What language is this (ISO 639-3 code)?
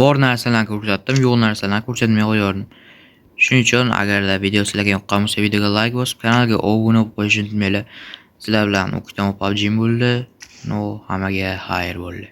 uzb